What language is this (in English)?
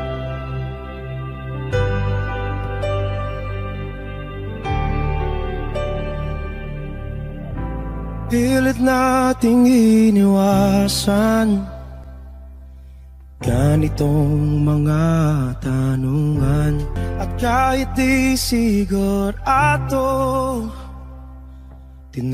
Filipino